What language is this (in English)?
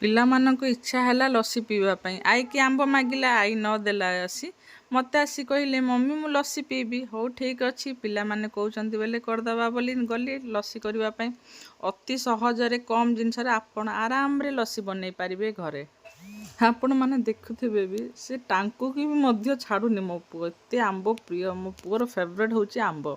Odia